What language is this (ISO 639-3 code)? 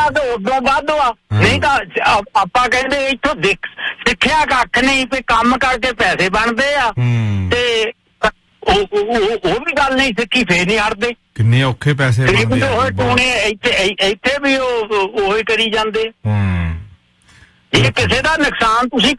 pan